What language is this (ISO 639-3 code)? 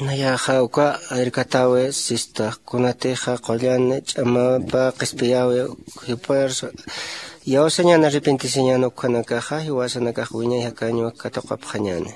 aym